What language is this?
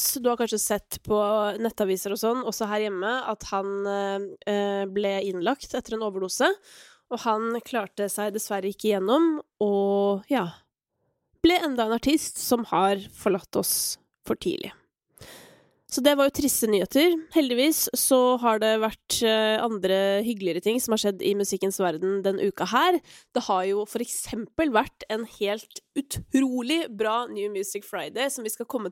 Norwegian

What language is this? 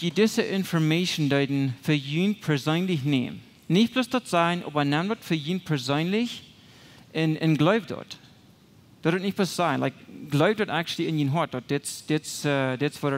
Plautdietsch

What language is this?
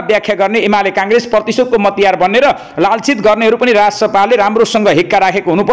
Nepali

